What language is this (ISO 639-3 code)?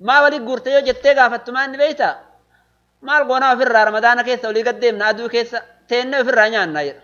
orm